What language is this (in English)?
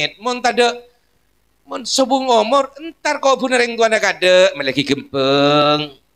Madurese